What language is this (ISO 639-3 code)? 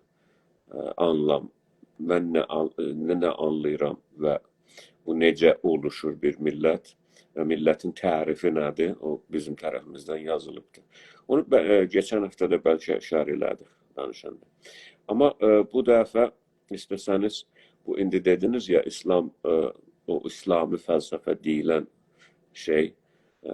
azb